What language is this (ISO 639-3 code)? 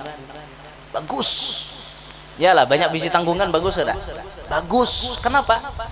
bjn